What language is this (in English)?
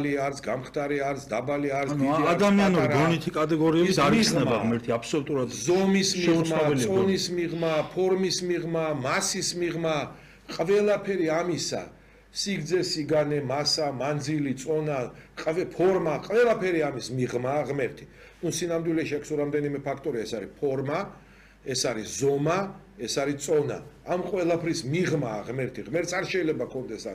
Georgian